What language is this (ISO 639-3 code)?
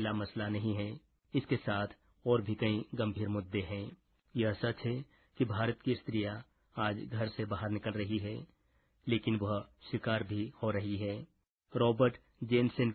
hin